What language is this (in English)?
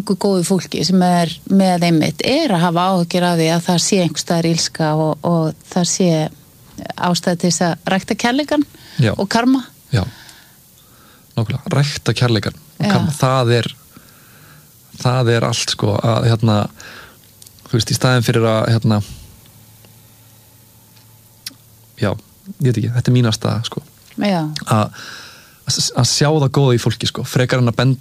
Icelandic